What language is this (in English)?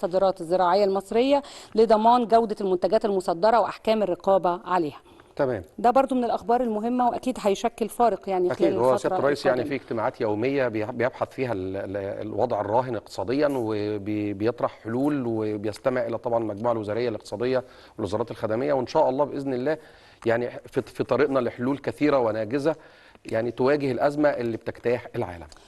Egyptian Arabic